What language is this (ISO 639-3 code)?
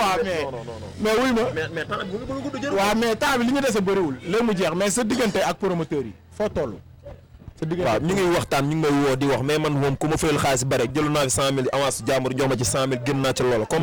wol